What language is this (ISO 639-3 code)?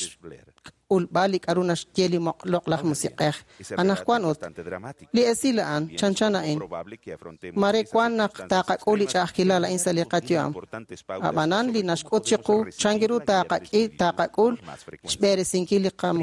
kek